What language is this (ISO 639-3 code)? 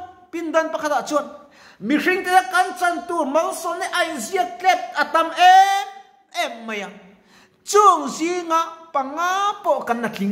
lus